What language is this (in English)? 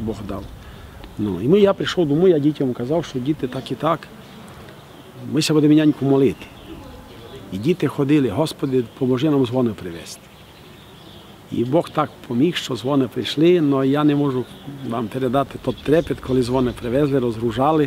Ukrainian